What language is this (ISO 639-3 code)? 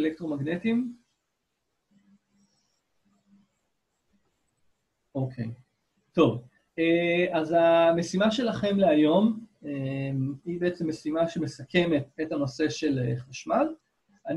heb